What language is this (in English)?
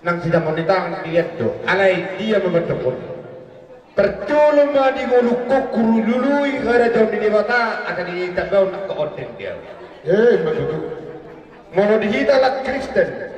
Batak Toba